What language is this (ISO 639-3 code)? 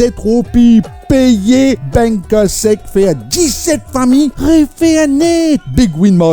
mfe